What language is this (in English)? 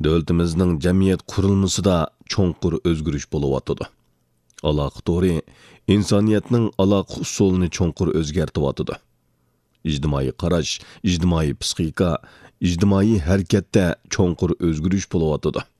Uyghur